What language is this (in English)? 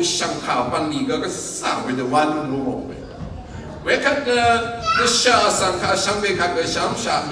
Rawang